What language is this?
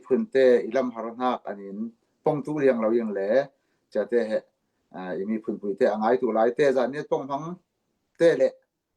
Falam Chin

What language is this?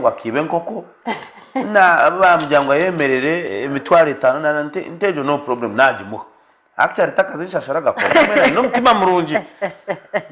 Nyankole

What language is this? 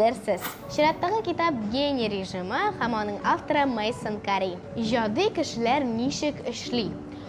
Tatar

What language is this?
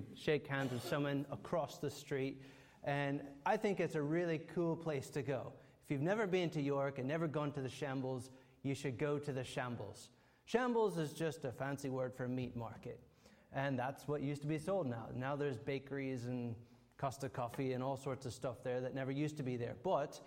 English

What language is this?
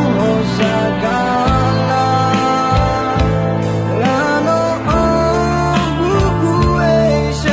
Akha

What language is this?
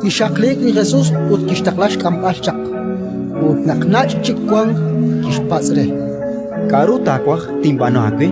Kekchí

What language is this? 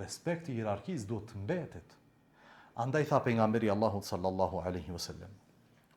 Albanian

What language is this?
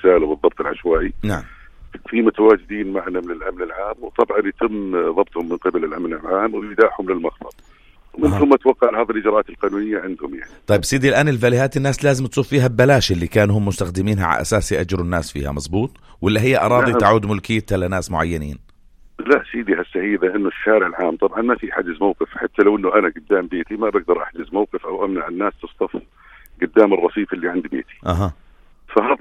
North Levantine Arabic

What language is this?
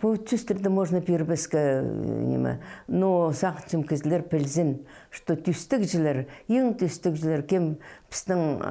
Khakas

